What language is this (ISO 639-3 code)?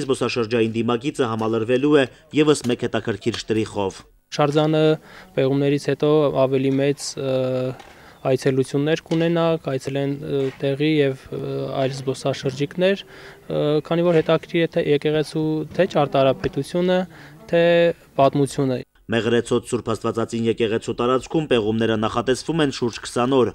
hye